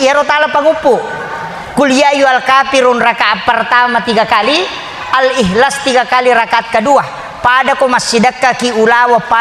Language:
Buginese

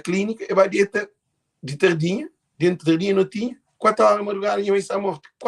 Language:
Kabuverdianu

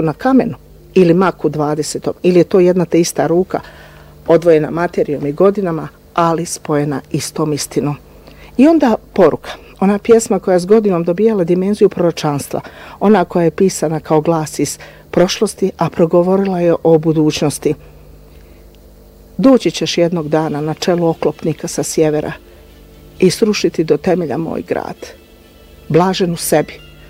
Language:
Bosnian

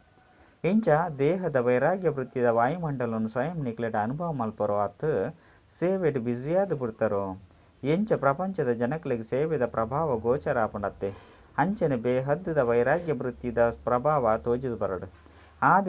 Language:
Tulu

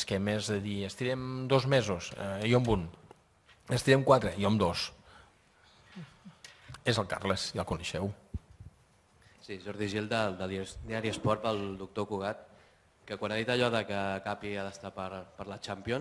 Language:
Catalan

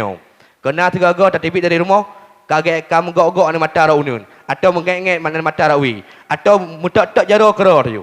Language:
Achinese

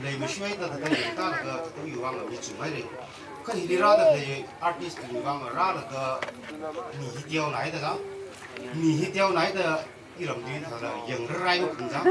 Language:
Tangkhul Naga (India)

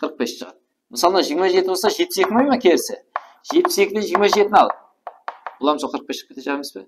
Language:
Kara-Kalpak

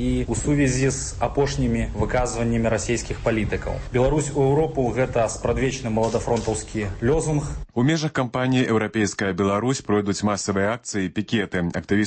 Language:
Belarusian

